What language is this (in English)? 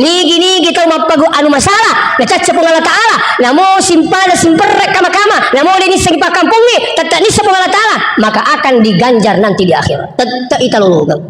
Buginese